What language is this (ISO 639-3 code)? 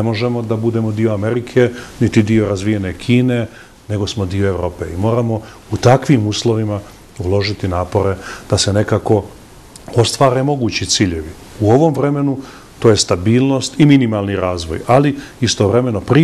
bos